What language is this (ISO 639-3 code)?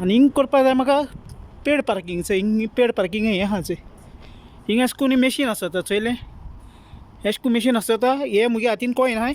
kok